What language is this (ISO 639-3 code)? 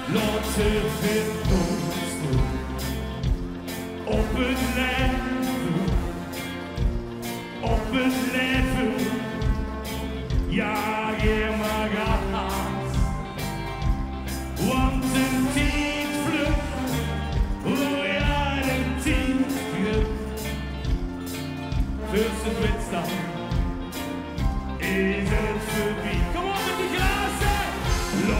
nld